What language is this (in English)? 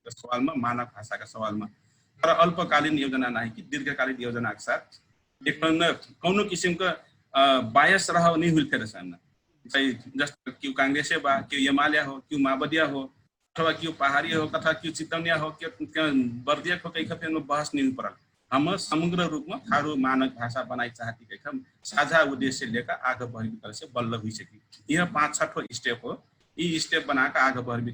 Dangaura Tharu